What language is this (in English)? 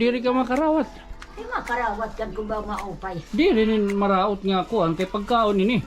Waray